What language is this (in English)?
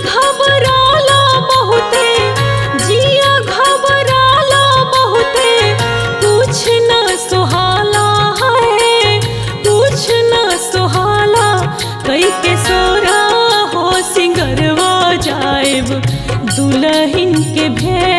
Bhojpuri